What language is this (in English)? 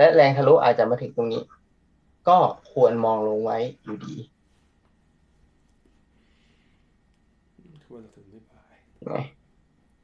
Thai